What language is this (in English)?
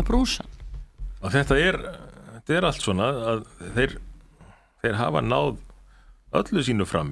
Icelandic